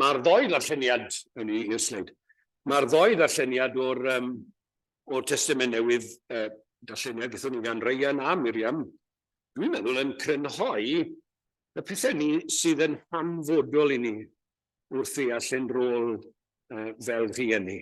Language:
Welsh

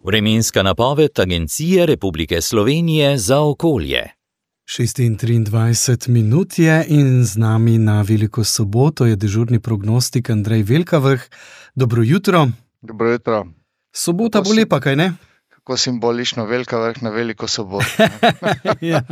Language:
Slovenian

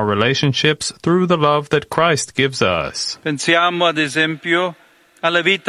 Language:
English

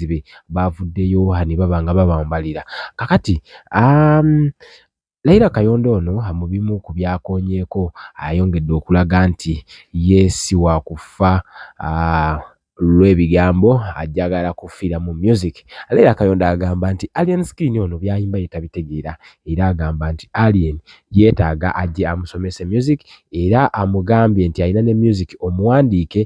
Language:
Ganda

